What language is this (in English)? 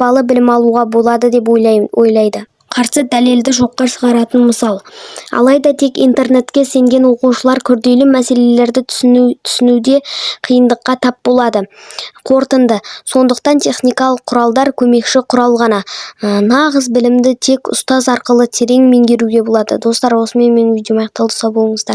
Kazakh